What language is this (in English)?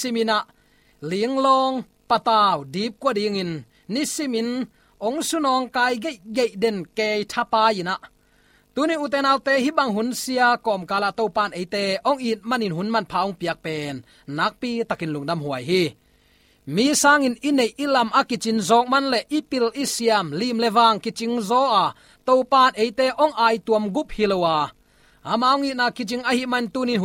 Tedim Chin